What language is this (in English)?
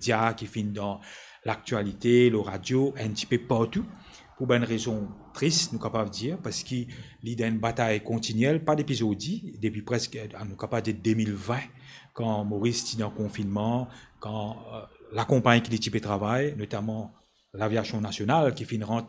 Morisyen